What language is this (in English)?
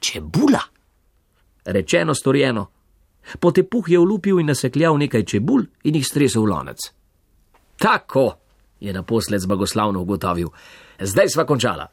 Slovenian